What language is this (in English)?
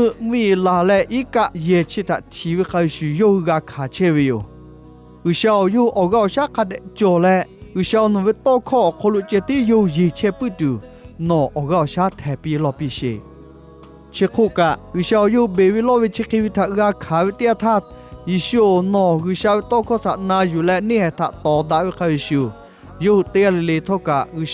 Lahu